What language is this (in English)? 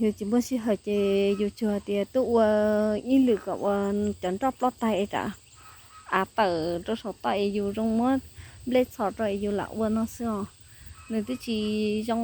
Hmong